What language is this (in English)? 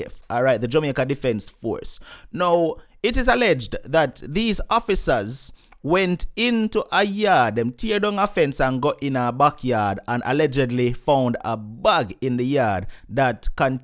Jamaican Creole English